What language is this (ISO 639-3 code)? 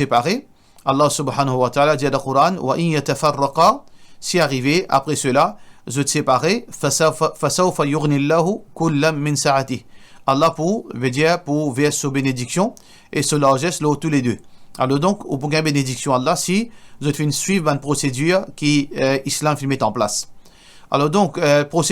mfe